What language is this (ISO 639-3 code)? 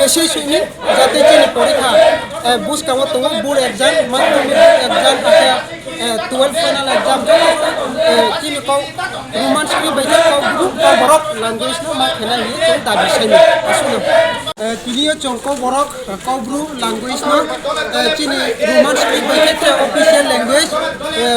ria